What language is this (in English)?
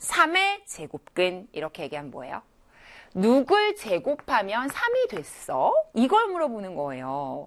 Korean